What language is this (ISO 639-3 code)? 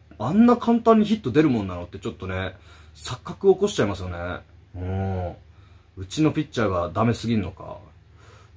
jpn